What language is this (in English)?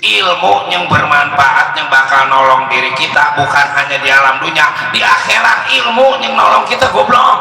Betawi